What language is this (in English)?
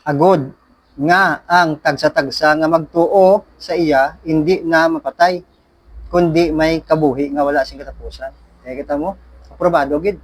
Hiligaynon